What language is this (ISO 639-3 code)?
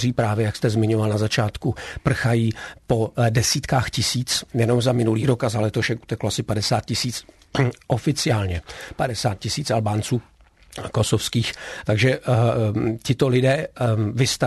ces